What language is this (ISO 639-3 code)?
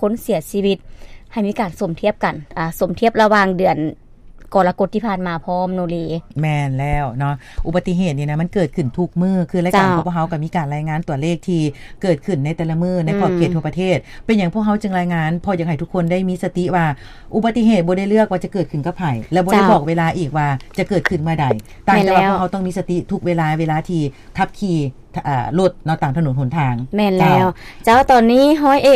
lao